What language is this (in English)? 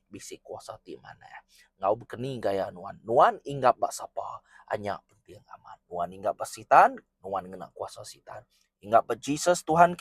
Iban